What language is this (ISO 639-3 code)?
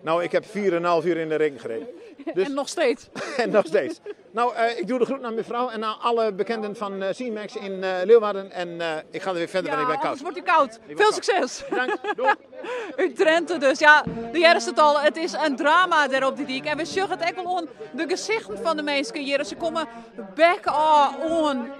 fry